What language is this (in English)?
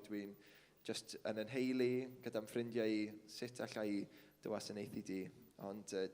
Welsh